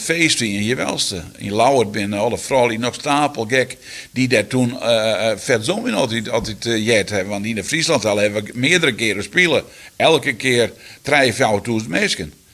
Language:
Western Frisian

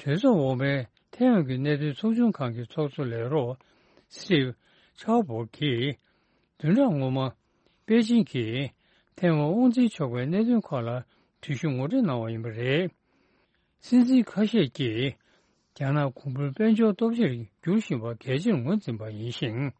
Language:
Tibetan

